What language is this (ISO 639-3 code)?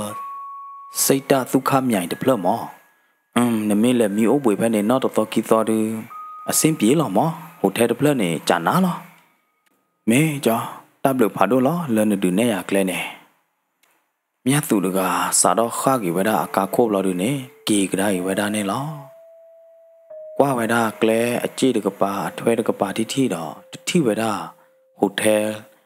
ksw